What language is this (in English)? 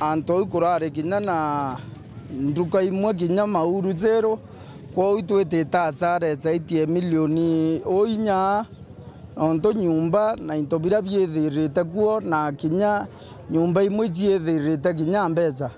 Meru